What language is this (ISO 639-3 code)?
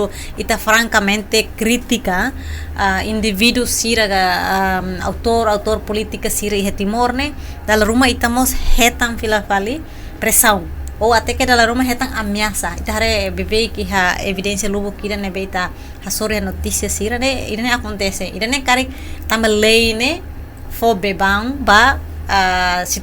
tet